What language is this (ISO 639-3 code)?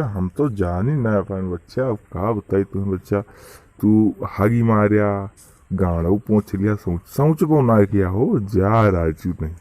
awa